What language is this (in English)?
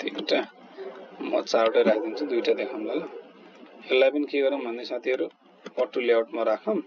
Nepali